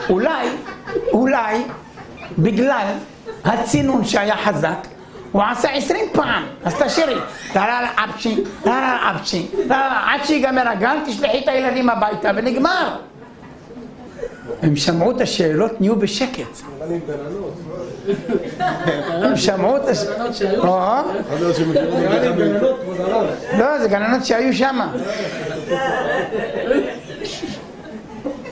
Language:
Hebrew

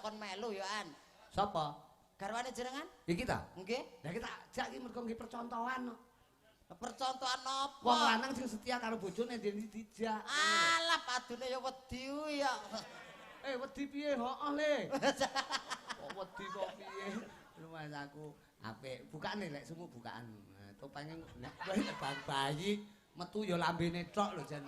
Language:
Javanese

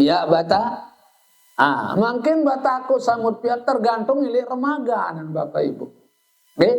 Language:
Sasak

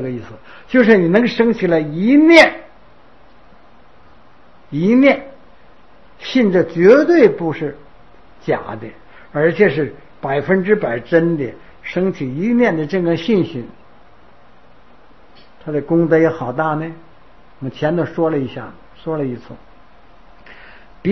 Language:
Chinese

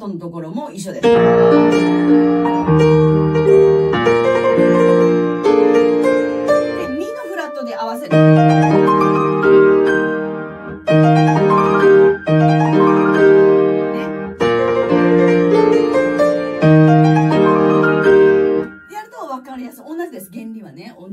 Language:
Japanese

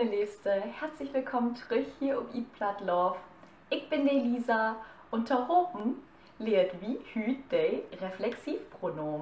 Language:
Low German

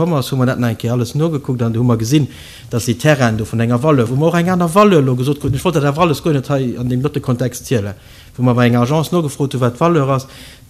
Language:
Luxembourgish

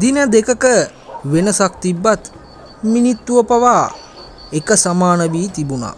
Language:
Sinhala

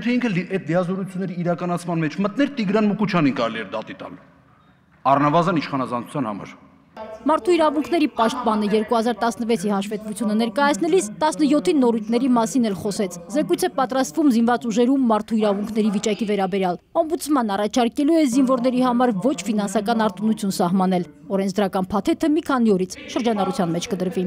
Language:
Armenian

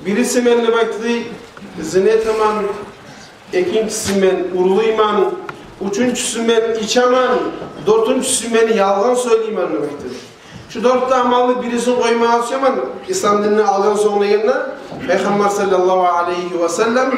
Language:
Kumyk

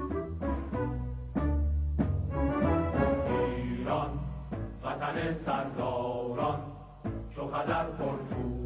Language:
Persian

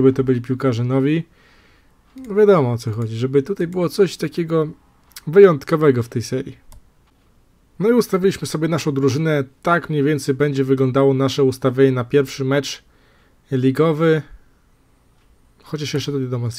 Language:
Polish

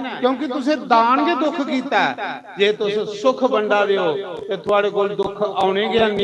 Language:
Dogri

